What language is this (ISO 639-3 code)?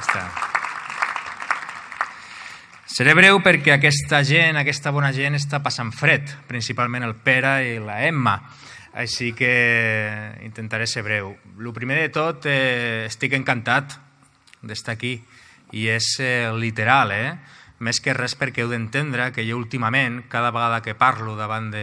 cat